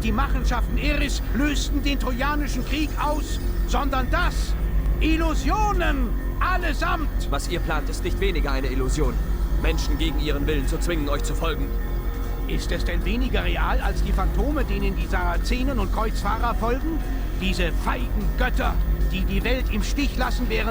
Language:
Bavarian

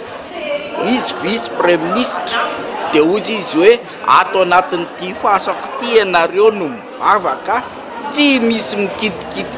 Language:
Malagasy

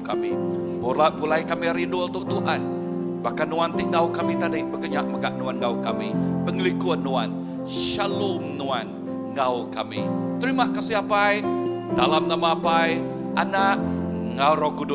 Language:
Iban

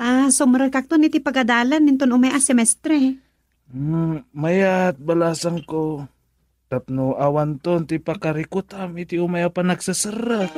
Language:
Iloko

